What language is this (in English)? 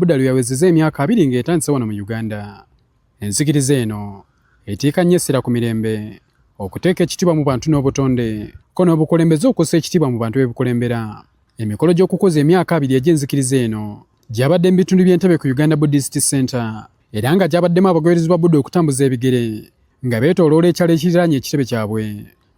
Ganda